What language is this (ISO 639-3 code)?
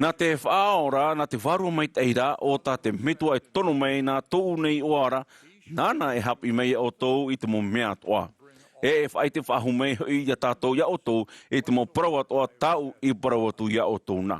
tah